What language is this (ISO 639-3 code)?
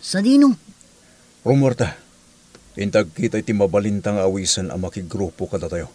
ilo